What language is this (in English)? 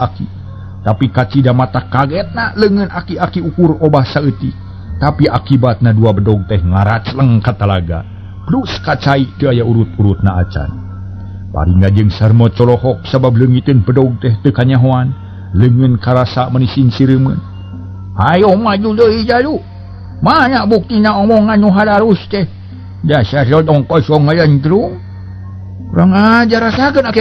Sundanese